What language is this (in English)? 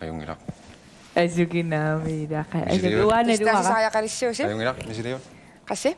Kalaallisut